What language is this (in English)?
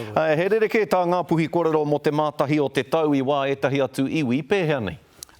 Māori